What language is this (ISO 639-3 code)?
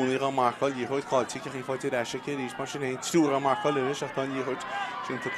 gle